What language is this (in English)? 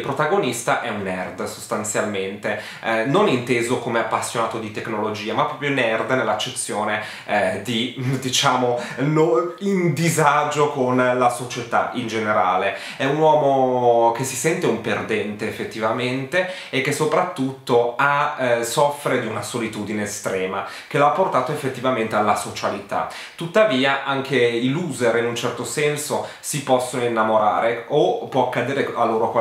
Italian